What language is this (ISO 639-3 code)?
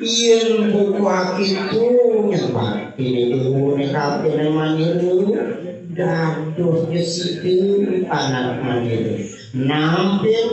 ban